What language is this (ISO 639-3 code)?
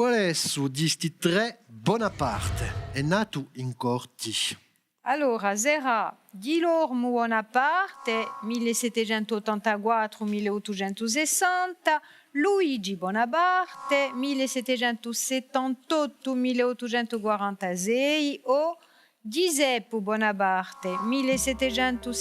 cos